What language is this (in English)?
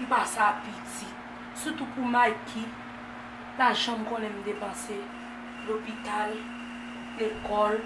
Haitian Creole